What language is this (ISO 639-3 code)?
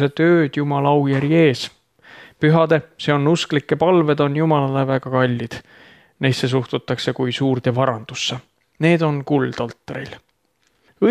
est